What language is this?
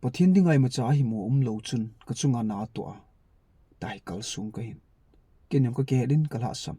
Thado Chin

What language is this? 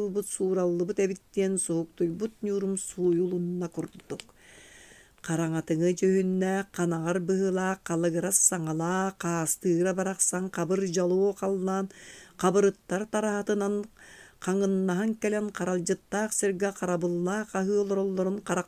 Yakut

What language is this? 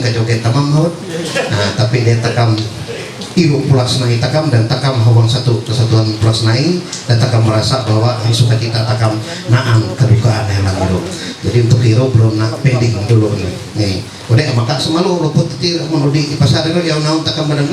Ma'anyan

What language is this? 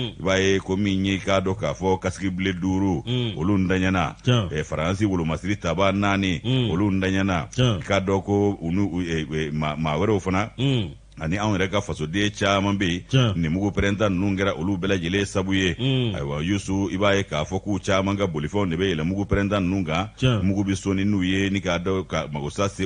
Bambara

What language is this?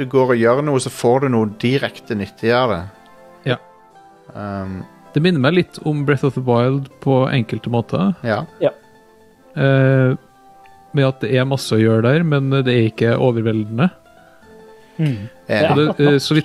Norwegian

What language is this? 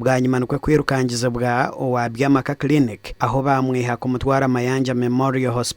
Nyankole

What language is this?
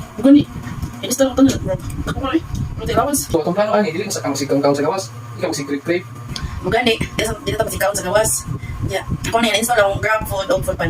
Cebuano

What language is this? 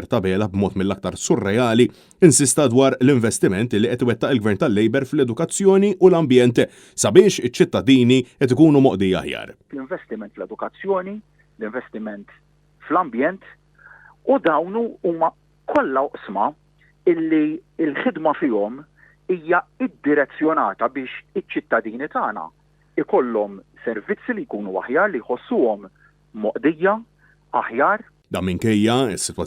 Maltese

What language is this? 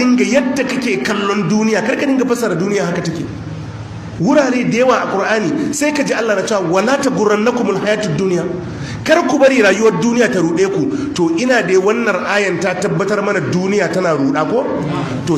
Hausa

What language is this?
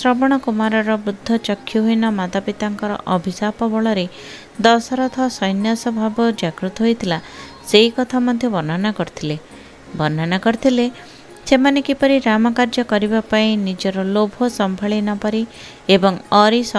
Odia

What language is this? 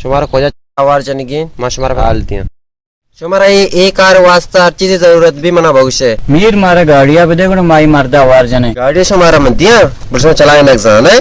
Baluchi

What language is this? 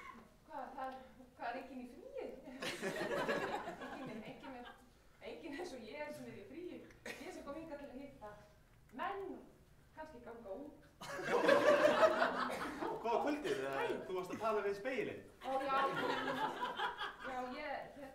Icelandic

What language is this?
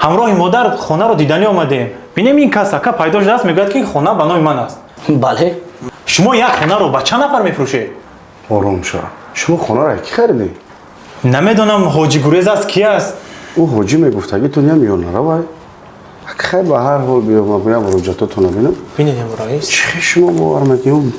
Tajik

